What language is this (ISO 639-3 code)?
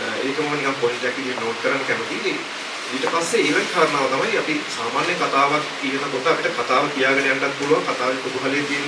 sin